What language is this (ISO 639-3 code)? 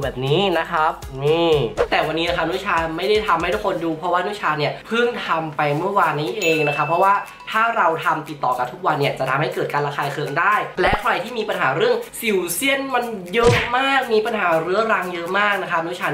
tha